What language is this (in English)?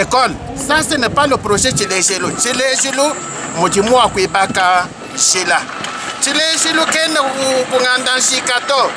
Luba-Lulua